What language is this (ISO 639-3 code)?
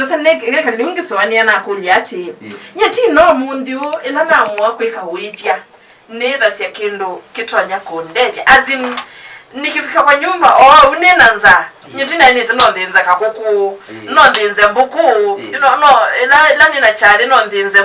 kam